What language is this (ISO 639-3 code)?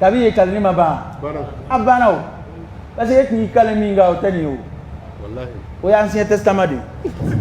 dyu